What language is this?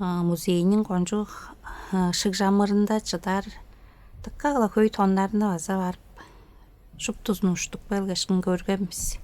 Tuvinian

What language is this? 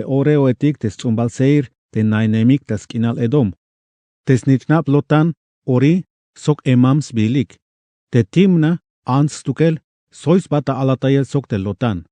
Tzeltal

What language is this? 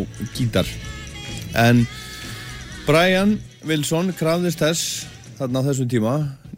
Icelandic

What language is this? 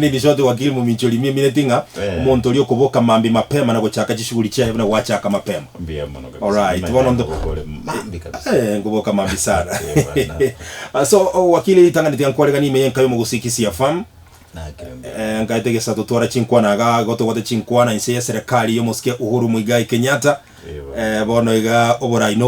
Gusii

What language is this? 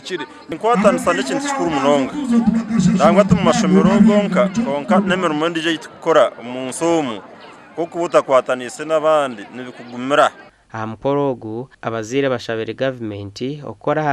Nyankole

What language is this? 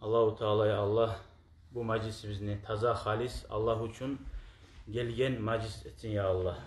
Kumyk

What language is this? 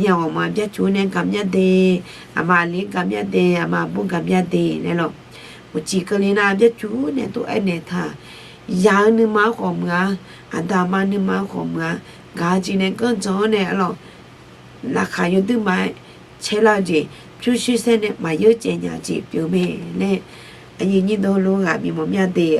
Akha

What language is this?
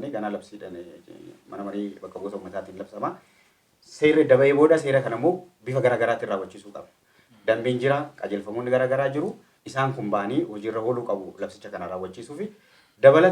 Oromo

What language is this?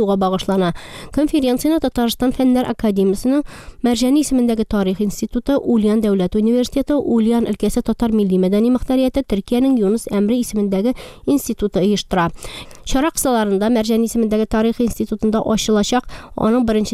Tatar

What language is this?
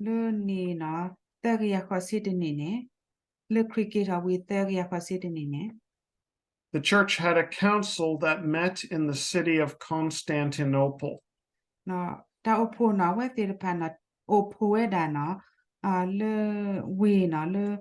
S'gaw Karen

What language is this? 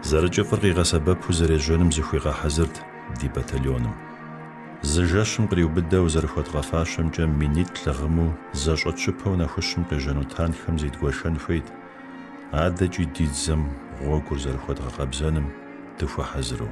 Kabardian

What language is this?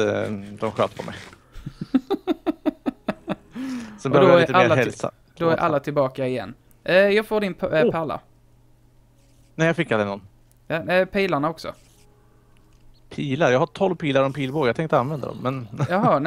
Swedish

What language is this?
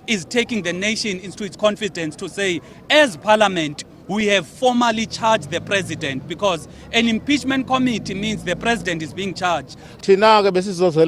Venda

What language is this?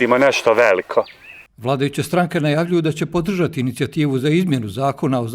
Bosnian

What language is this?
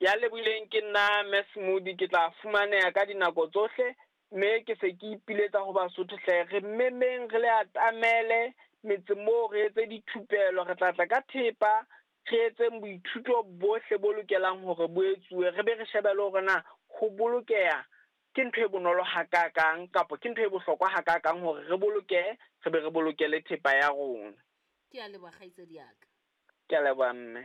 Southern Sotho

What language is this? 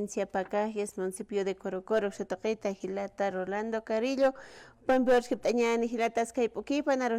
Aymara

